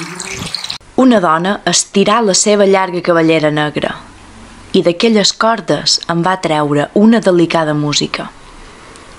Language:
Catalan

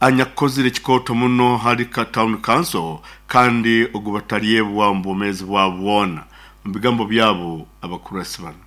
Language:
Nyoro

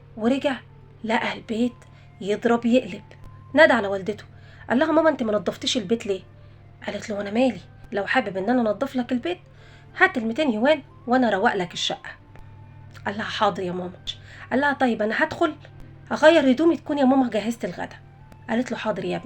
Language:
Egyptian Arabic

